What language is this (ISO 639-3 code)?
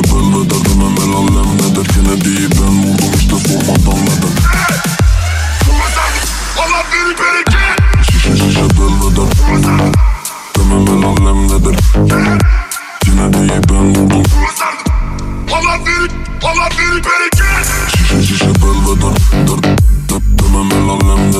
tur